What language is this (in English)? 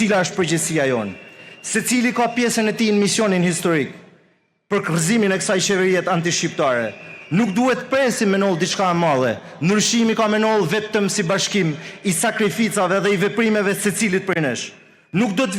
Albanian